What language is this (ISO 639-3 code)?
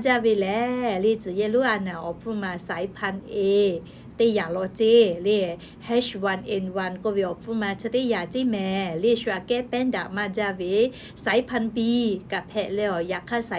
lhu